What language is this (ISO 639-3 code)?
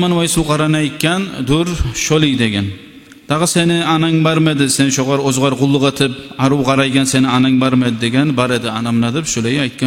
kum